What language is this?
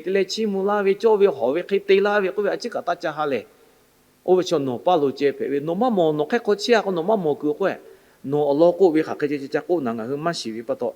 Lahu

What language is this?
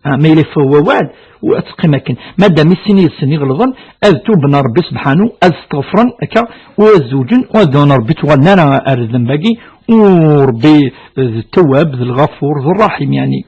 Kabyle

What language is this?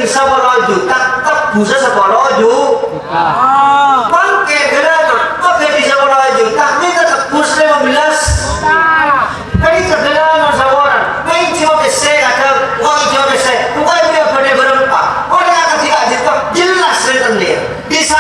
Madurese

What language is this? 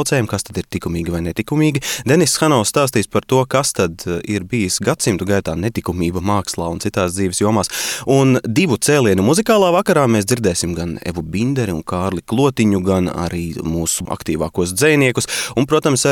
Latvian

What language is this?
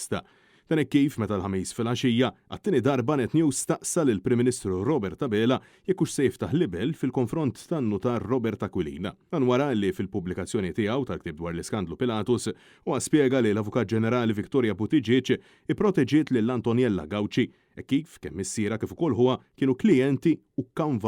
Maltese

